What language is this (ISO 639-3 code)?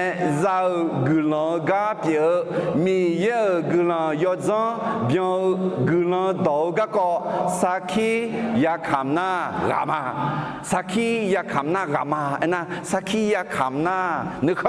ahk